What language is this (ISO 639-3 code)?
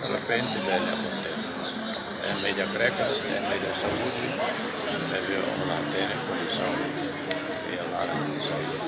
tet